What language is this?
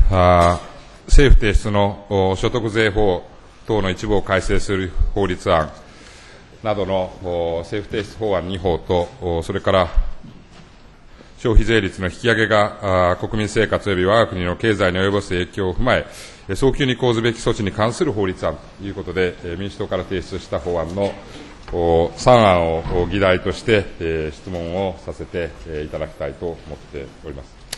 Japanese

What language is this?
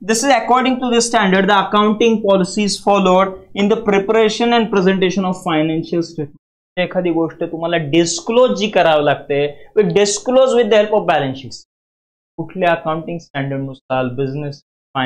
Marathi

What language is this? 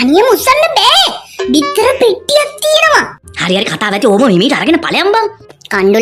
Sinhala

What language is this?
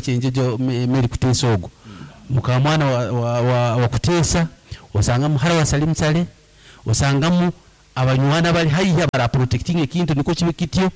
Nyankole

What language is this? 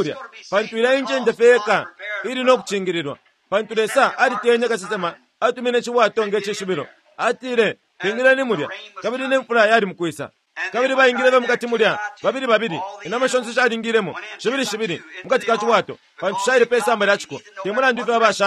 Bemba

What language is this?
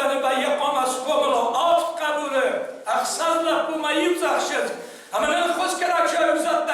Ossetic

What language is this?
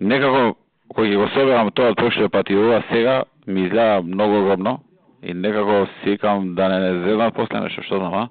Serbian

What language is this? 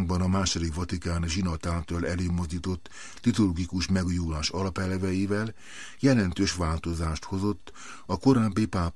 Hungarian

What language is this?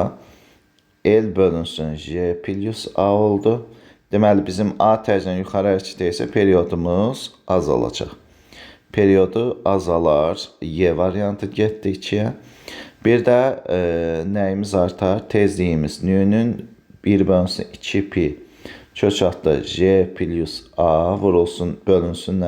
Azerbaijani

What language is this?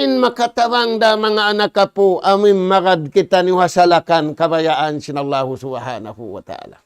Tausug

